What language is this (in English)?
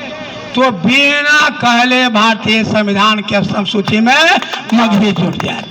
Magahi